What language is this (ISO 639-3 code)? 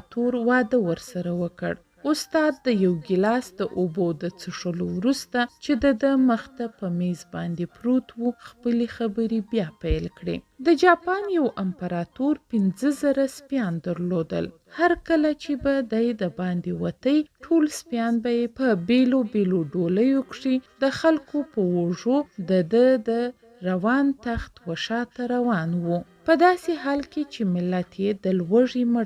pus